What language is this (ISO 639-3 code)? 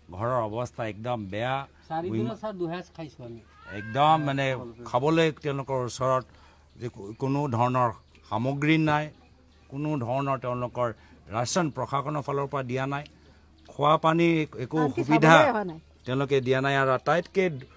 asm